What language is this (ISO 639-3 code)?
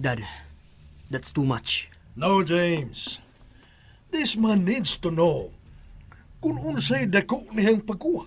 ceb